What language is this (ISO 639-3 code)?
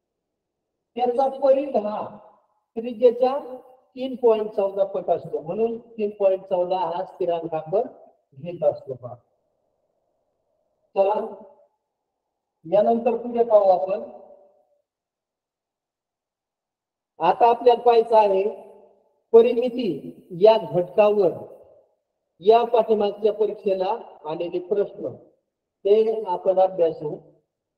mar